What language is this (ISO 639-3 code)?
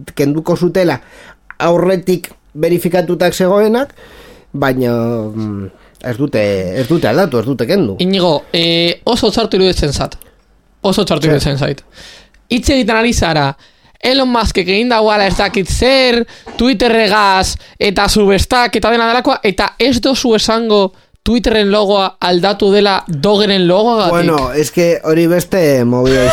eus